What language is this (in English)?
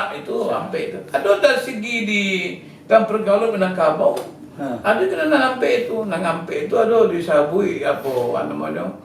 Minangkabau